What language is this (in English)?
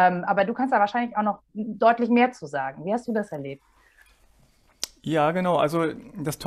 German